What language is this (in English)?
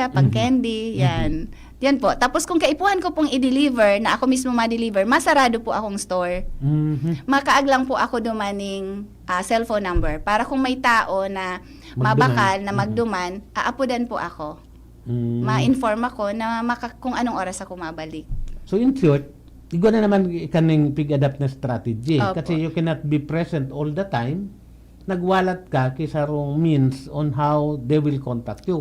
Bikol